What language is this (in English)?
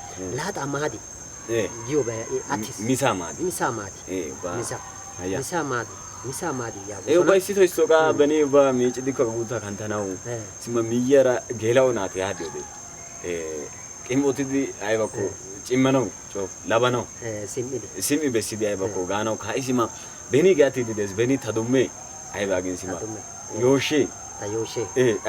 Wolaytta